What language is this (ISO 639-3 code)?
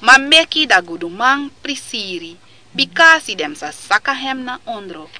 srn